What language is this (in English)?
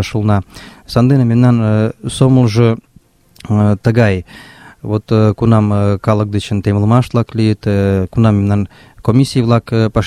Mari